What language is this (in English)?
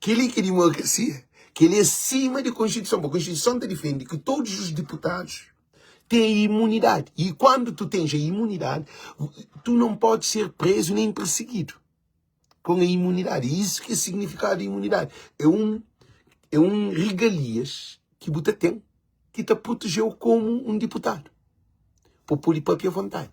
Kabuverdianu